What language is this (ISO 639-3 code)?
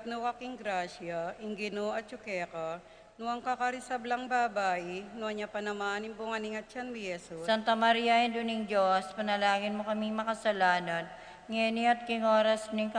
pam